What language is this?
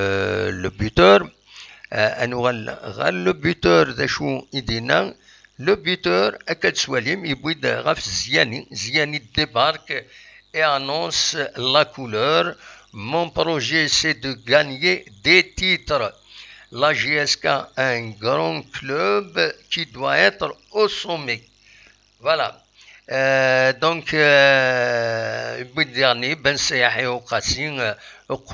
Kabyle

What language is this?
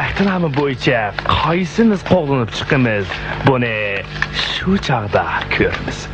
Uyghur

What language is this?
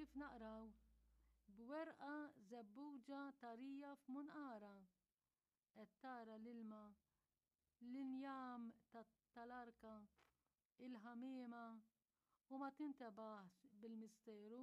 Maltese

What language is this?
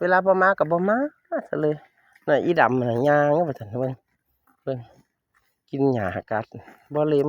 Northeastern Thai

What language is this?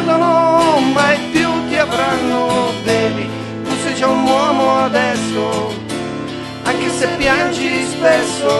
Italian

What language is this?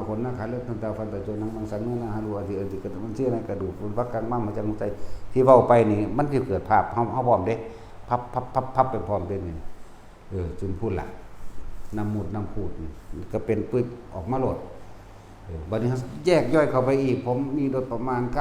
Northeastern Thai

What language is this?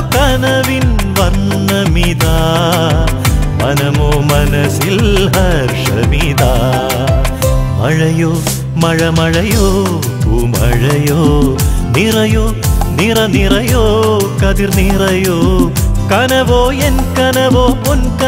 Malayalam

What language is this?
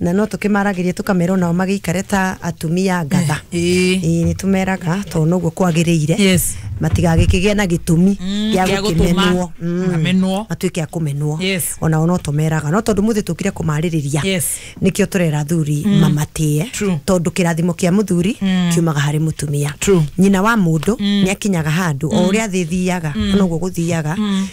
Kikuyu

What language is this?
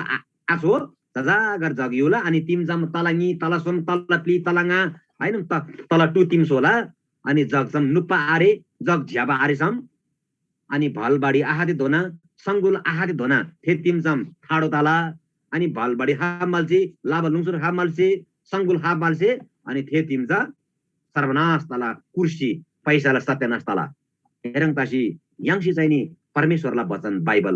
Eastern Tamang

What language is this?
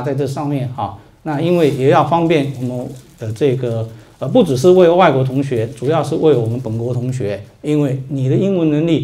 Chinese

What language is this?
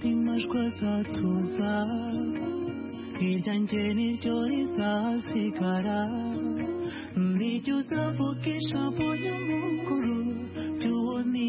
Kinyarwanda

